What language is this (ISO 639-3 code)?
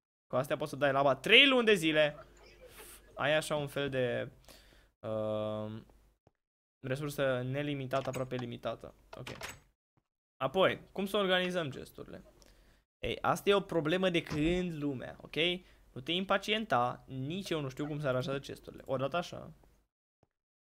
ron